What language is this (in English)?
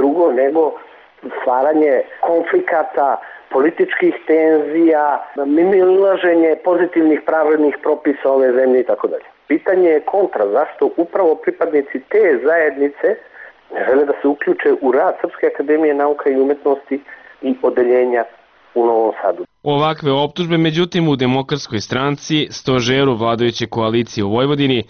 Serbian